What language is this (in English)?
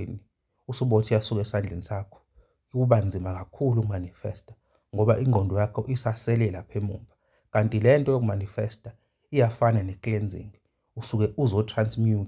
Zulu